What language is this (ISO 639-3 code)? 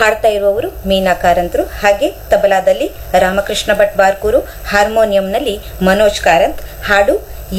kan